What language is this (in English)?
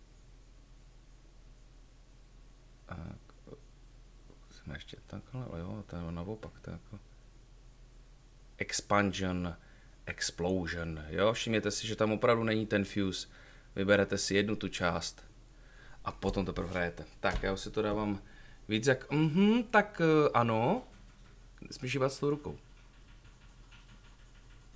Czech